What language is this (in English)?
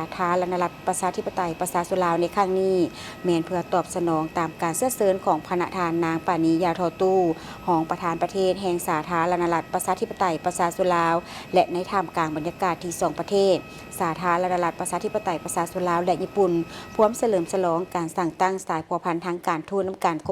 Lao